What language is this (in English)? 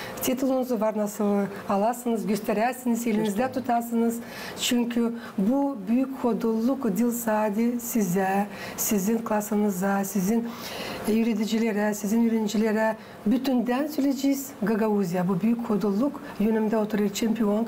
Gagauz